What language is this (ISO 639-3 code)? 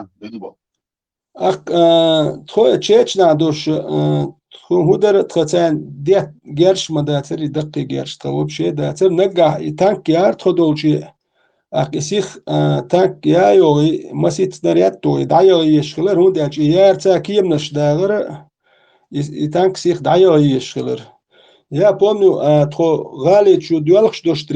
che